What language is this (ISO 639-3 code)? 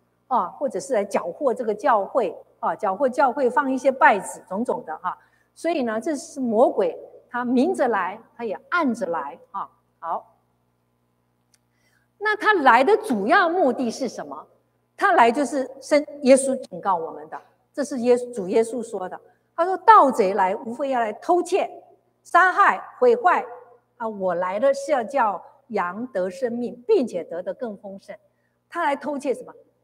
zho